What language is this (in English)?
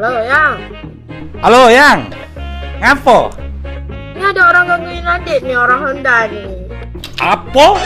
Musi